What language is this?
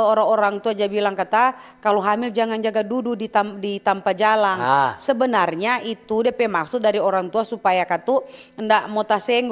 Manado Malay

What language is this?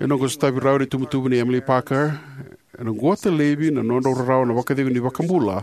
Fijian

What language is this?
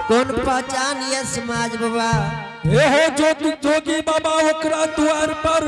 Angika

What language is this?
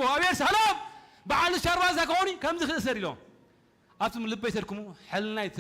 Tigrinya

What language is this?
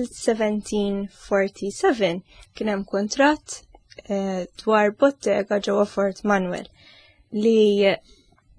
Maltese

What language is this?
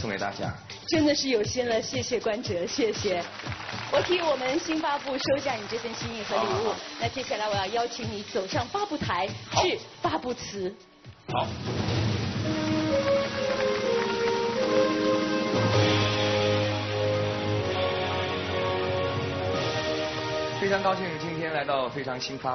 Chinese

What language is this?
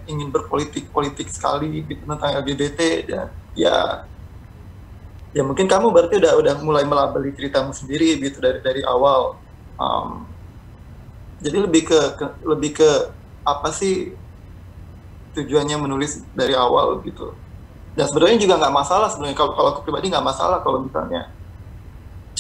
Indonesian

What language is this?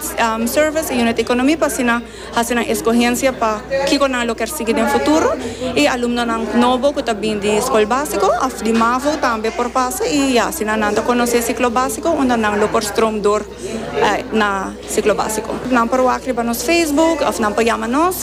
Papiamento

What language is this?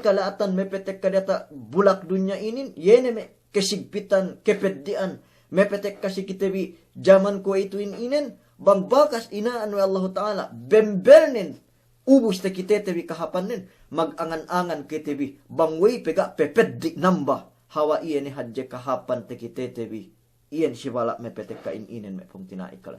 Yakan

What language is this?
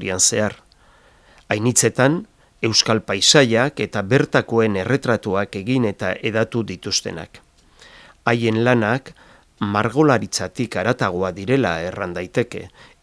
Basque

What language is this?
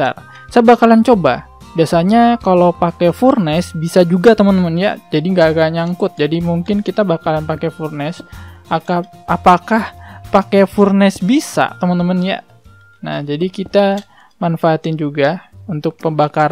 Indonesian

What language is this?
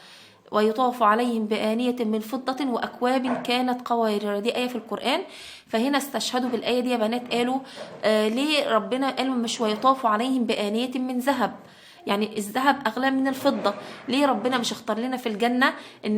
Egyptian Arabic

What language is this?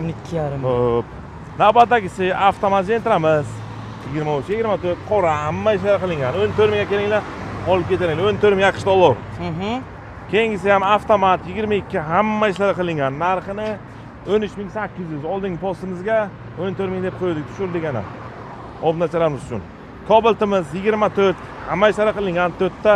Uzbek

